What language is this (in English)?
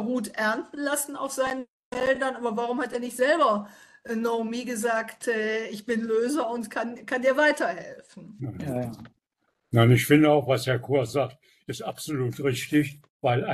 German